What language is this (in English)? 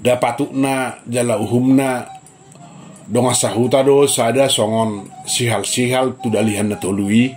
Batak Toba